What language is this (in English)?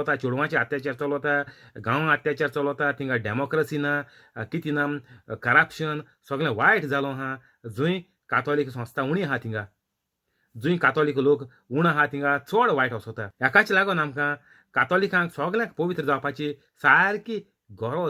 Konkani